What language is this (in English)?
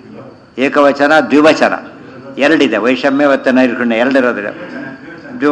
Kannada